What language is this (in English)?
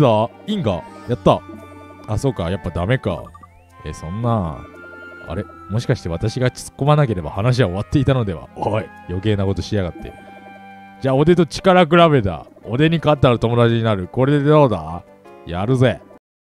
Japanese